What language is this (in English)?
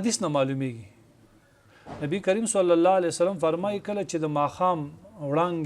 Pashto